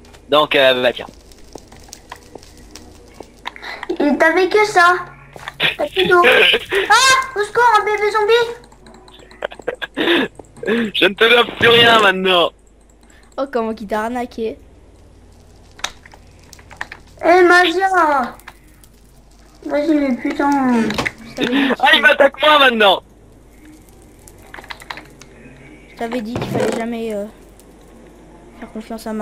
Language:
French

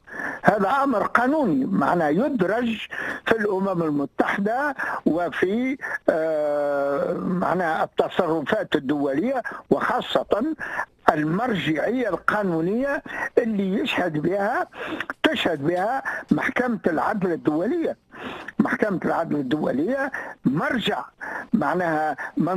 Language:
Tunisian Arabic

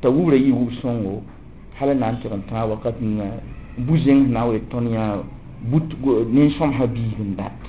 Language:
Mossi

